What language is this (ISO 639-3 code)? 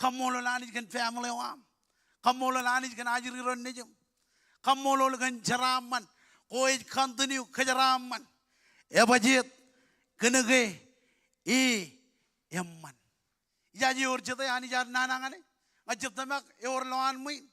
mah